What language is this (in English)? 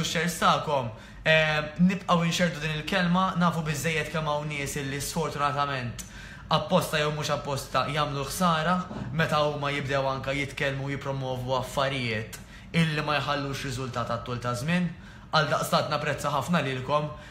Maltese